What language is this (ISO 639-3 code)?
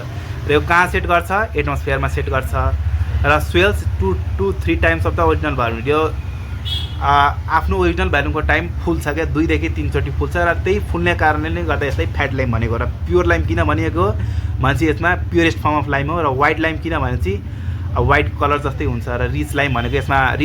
nep